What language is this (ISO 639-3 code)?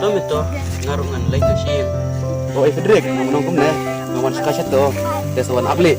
kha